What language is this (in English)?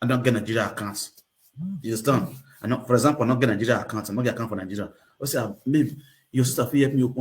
Nigerian Pidgin